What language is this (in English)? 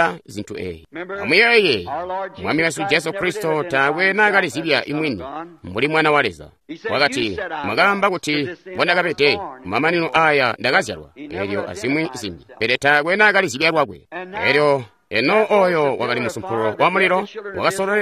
Tonga (Zambia)